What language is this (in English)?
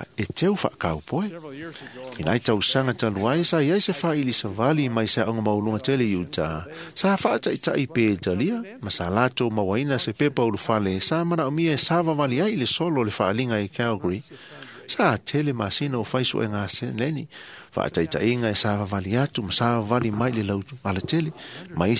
Samoan